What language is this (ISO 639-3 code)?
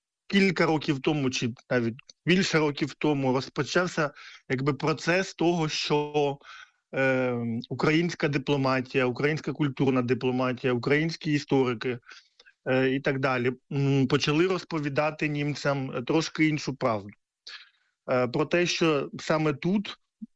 ukr